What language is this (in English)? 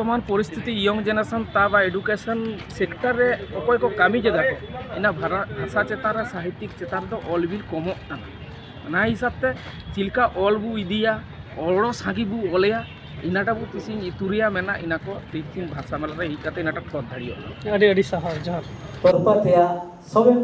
Santali